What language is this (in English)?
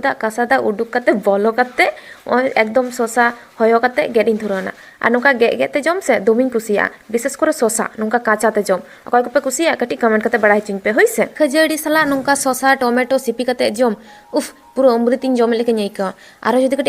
Santali